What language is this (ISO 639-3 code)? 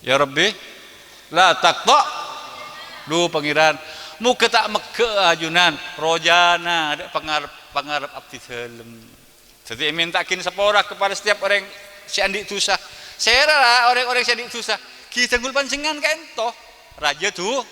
mad